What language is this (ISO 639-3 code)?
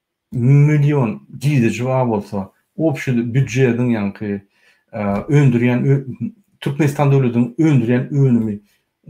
tuk